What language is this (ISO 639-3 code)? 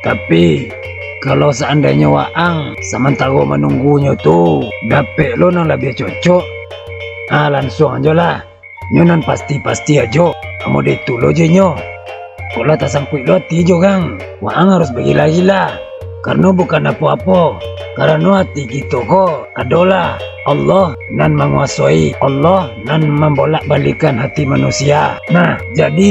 min